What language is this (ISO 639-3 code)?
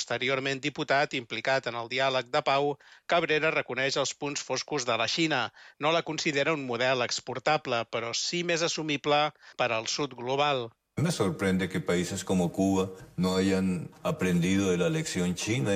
cat